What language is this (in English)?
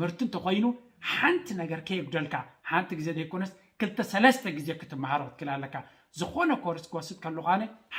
Tigrinya